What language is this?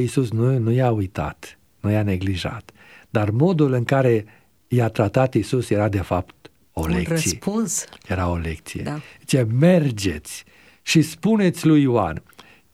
Romanian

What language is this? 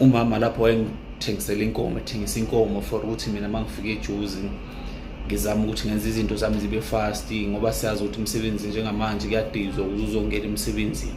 Zulu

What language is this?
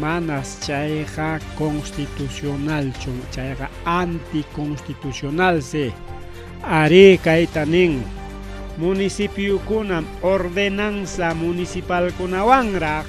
Ayacucho Quechua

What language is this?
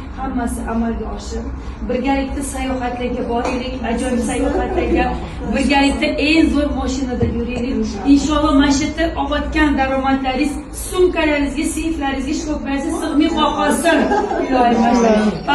Uzbek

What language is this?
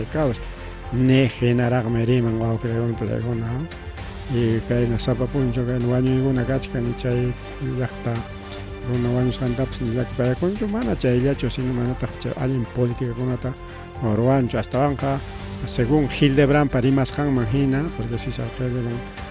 Ayacucho Quechua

